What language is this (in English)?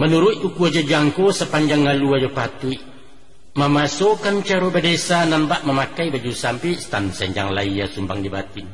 Minangkabau